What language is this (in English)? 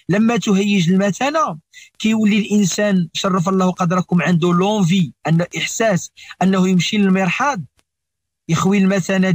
Moroccan Arabic